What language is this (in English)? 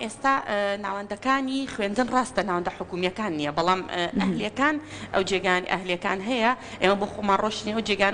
Central Kurdish